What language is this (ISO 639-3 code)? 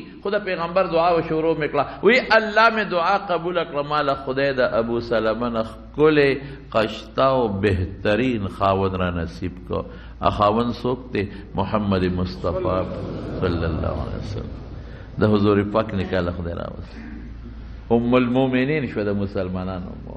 pus